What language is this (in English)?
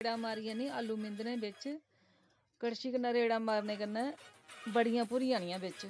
Dogri